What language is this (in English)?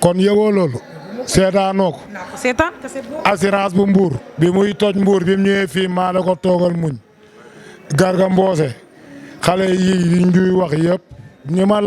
Wolof